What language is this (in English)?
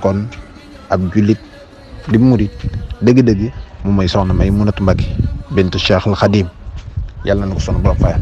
Wolof